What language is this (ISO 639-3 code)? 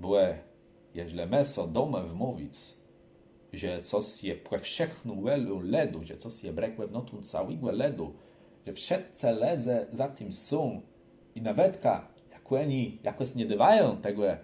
csb